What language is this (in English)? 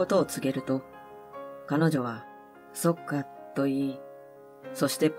Japanese